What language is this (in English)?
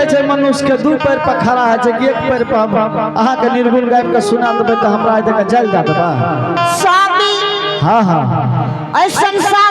Angika